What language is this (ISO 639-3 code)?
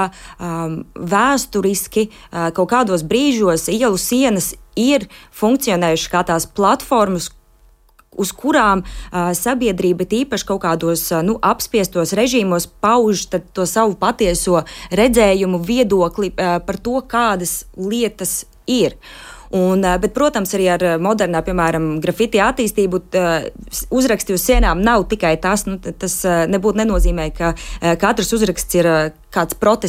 lav